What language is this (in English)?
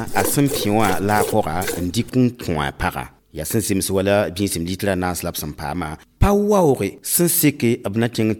Mossi